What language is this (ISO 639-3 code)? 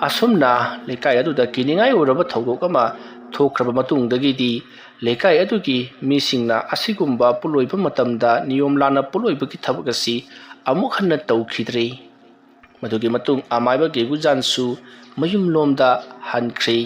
mni